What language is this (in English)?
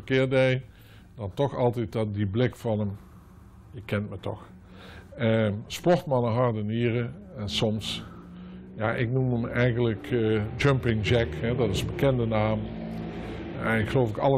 Dutch